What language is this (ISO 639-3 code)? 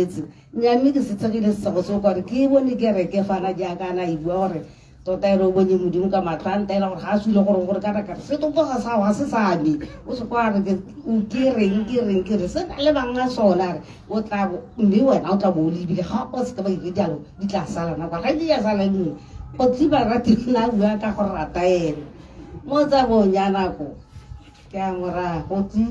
tsn